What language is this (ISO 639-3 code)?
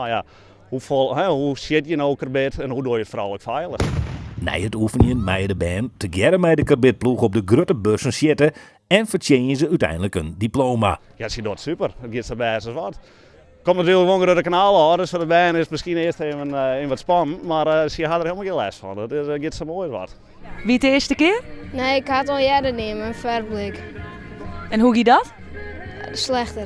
fry